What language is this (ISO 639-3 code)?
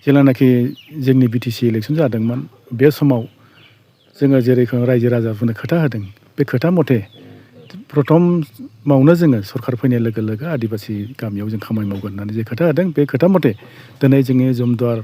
brx